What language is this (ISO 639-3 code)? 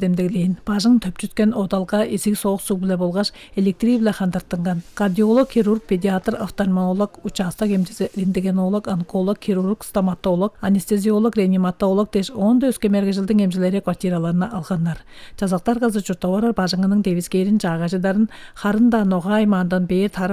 tyv